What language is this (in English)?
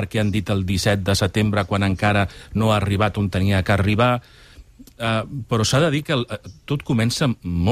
Catalan